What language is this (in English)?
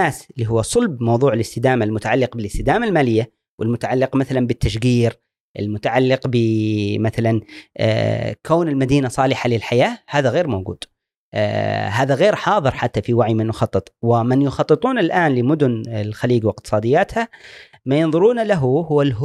Gulf Arabic